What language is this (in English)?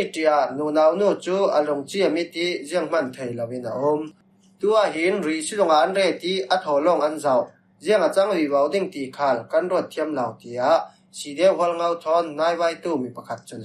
Falam Chin